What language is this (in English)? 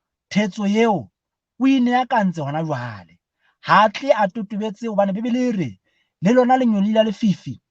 Southern Sotho